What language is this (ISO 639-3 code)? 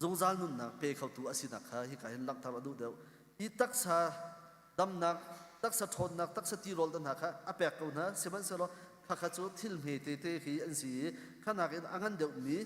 cnh